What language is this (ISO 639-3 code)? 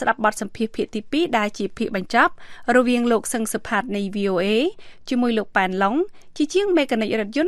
khm